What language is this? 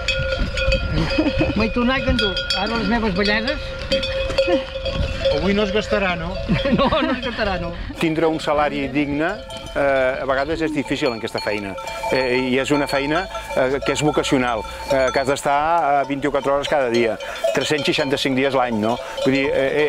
Catalan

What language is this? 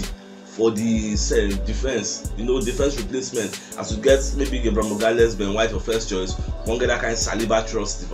Nigerian Pidgin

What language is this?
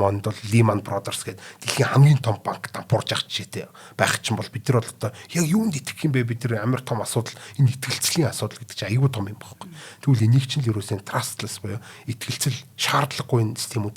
Mongolian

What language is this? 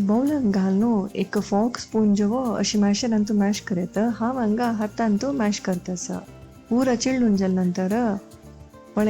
Konkani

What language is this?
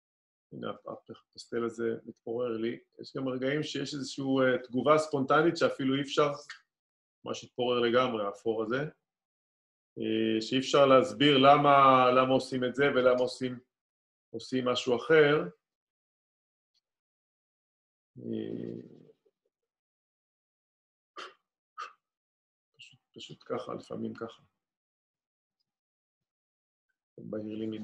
Hebrew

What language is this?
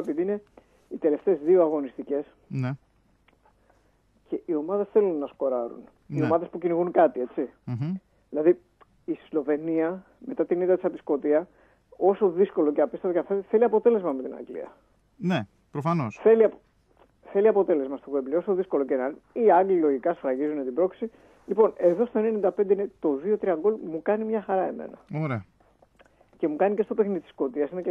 Greek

